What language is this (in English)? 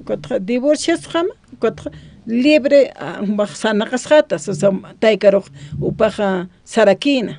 Aymara